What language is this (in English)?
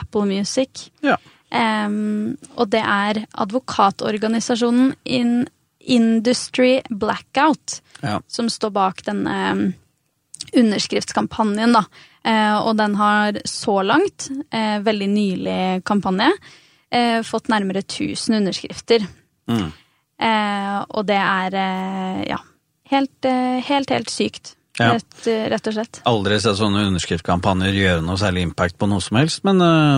Norwegian